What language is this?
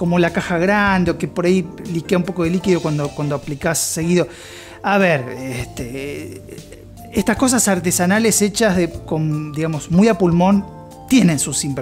Spanish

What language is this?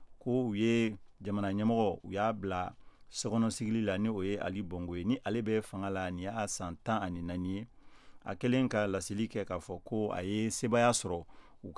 Bambara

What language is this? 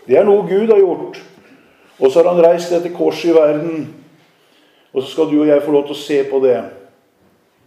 Norwegian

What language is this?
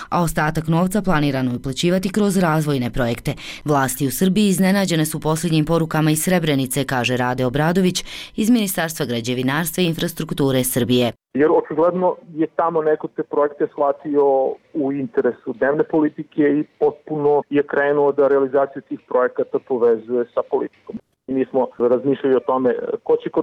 Bosnian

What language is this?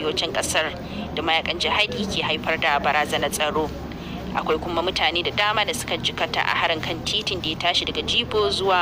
Hausa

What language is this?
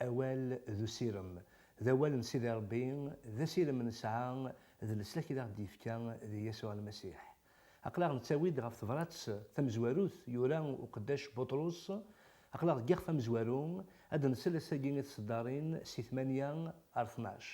Kabyle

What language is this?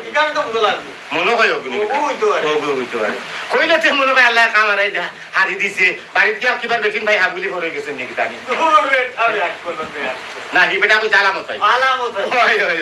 Sylheti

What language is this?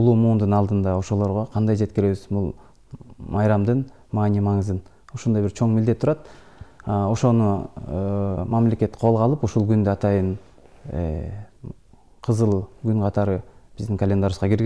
Kyrgyz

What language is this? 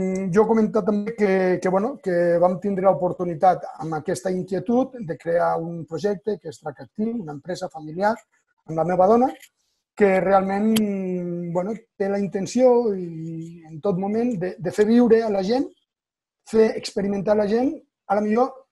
Catalan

